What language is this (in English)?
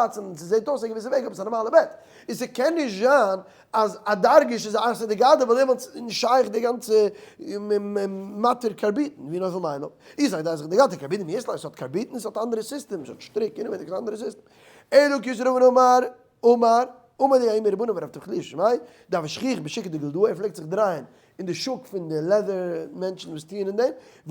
Yiddish